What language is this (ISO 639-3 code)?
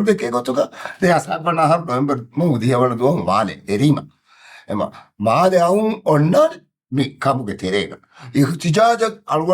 div